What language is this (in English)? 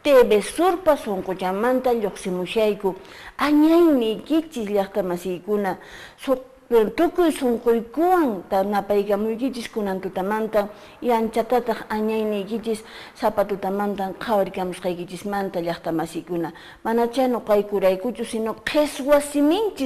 Quechua